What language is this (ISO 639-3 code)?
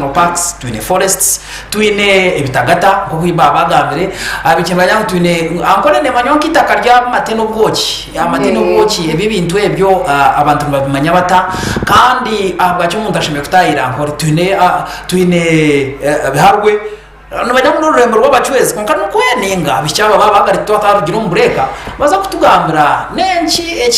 nyn